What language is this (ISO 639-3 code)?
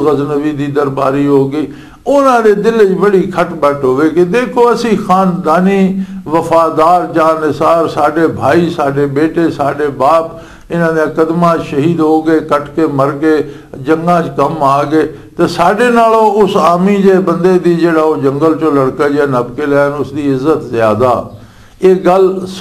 lah